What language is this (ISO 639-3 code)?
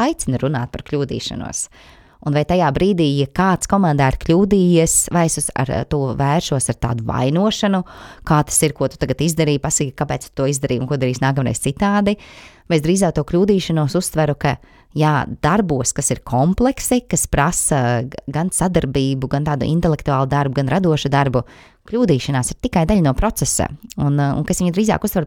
lav